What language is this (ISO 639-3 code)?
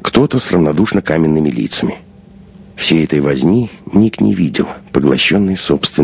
rus